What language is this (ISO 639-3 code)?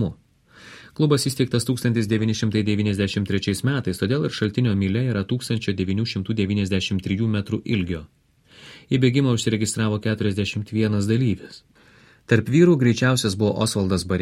lit